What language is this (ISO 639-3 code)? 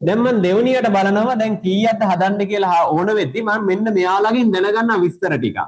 sin